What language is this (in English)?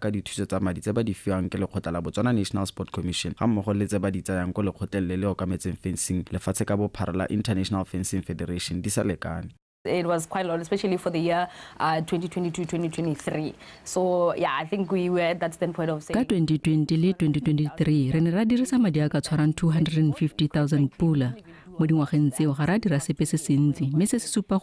Tswana